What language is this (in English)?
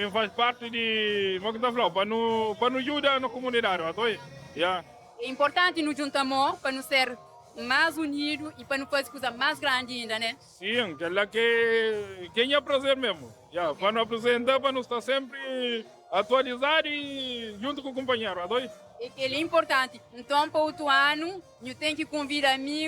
Kabuverdianu